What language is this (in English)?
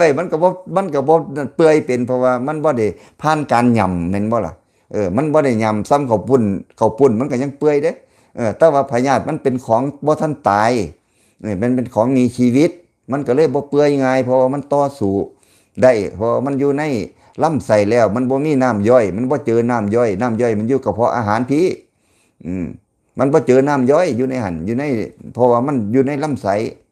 Lao